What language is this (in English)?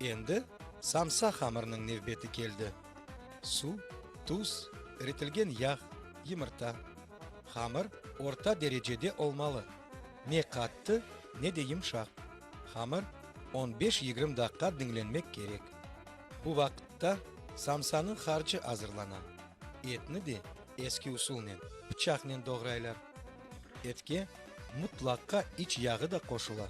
Crimean Tatar